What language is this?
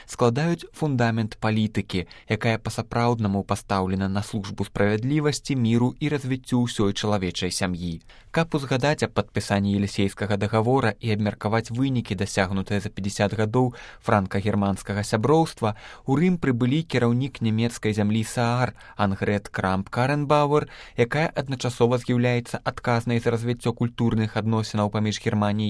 Belarusian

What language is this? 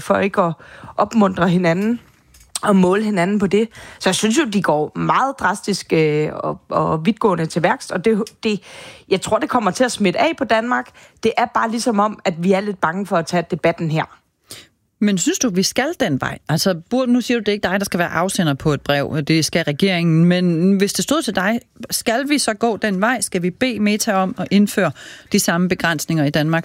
Danish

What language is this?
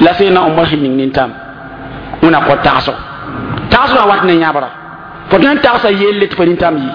Mossi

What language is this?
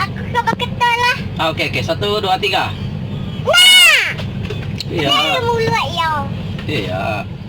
Iban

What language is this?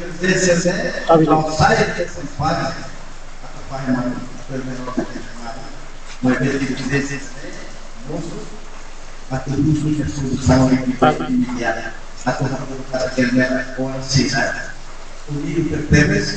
Tetum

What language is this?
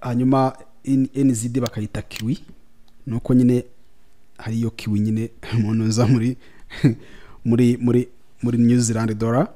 Kinyarwanda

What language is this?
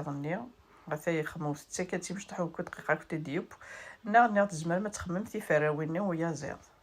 Kabyle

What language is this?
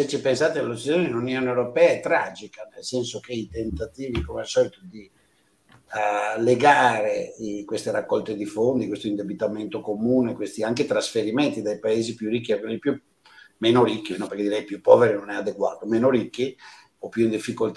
Italian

